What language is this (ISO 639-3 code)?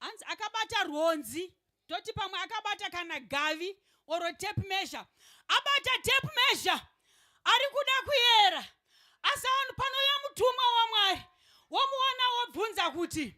sna